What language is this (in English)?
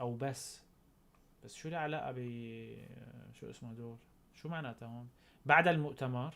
North Levantine Arabic